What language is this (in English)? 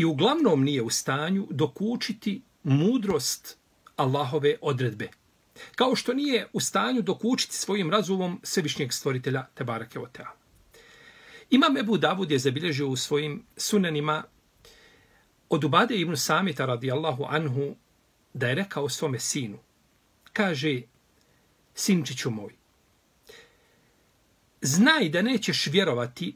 Bosnian